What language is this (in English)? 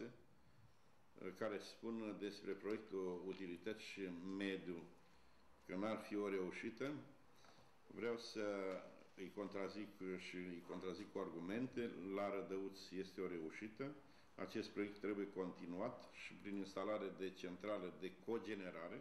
Romanian